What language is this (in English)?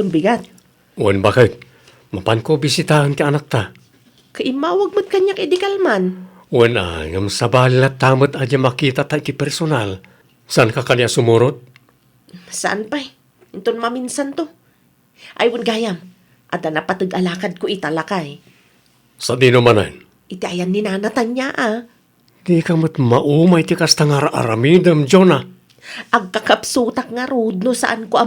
Iloko